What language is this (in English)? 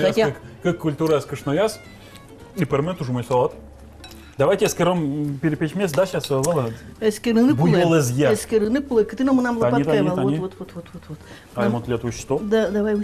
Udmurt